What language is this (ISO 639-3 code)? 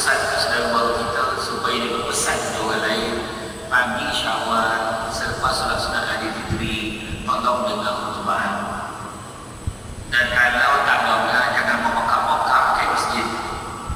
msa